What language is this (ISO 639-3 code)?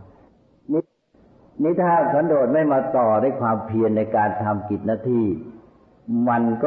tha